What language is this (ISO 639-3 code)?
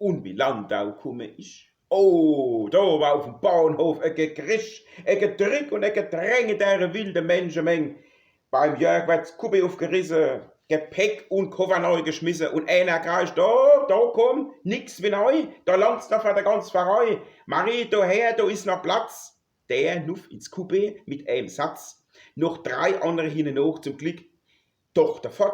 pfl